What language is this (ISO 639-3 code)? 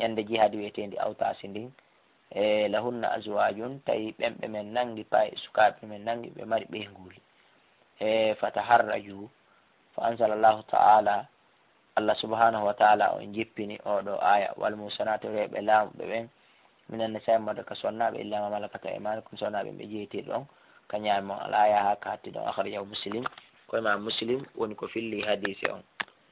ful